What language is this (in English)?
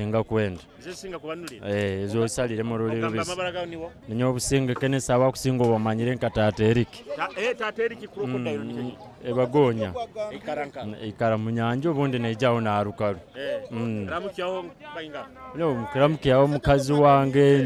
Nyoro